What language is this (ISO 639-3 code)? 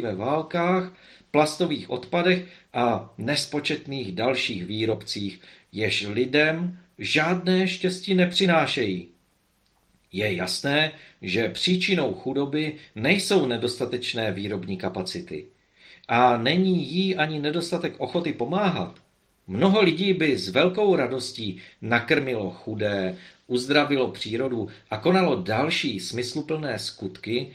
ces